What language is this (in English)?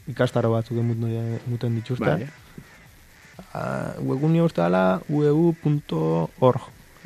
Basque